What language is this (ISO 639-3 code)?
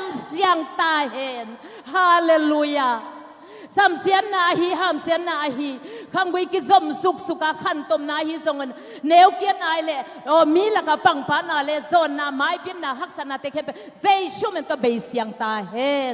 ctd